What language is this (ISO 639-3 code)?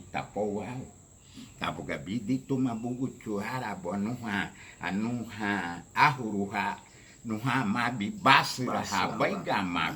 cab